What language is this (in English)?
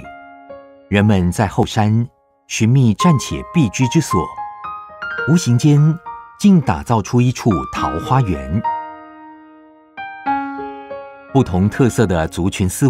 Chinese